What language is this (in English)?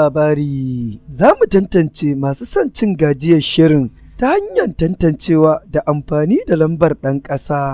Hausa